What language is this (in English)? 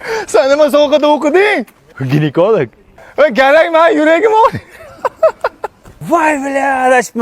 Uzbek